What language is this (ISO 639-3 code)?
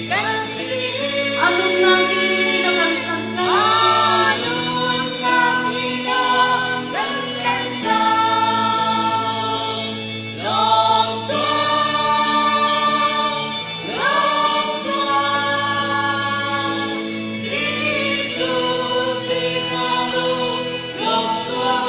cnh